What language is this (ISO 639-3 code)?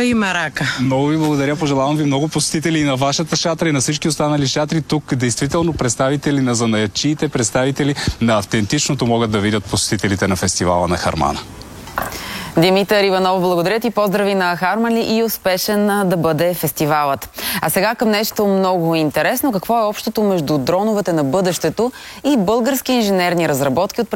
bul